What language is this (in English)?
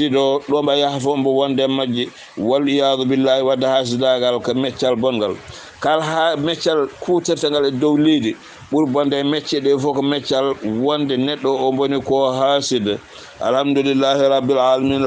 Fula